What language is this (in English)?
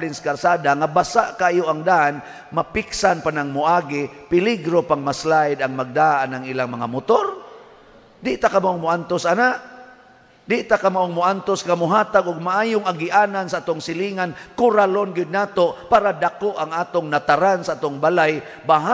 Cebuano